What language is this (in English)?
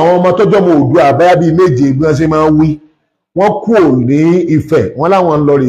Yoruba